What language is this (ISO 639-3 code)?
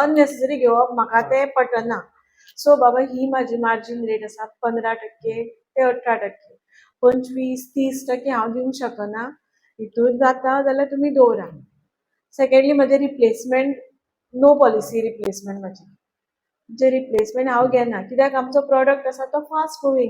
kok